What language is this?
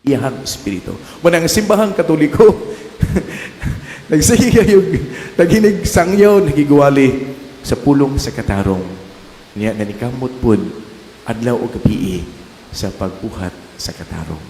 Cebuano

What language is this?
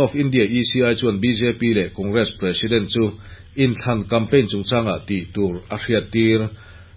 Mizo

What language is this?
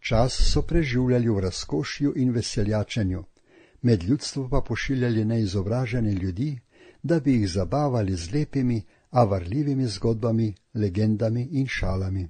Slovenian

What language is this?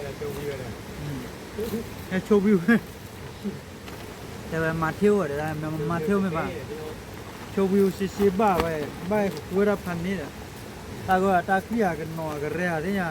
S'gaw Karen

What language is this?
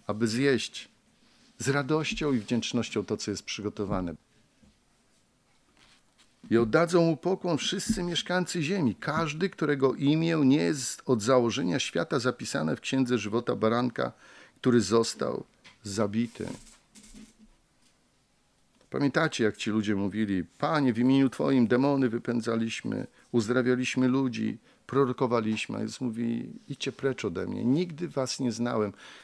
Polish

